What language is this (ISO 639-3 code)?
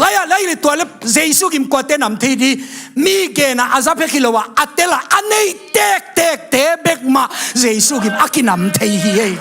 ctd